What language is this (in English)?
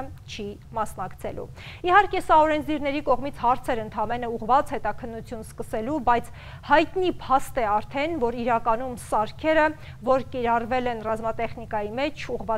Armenian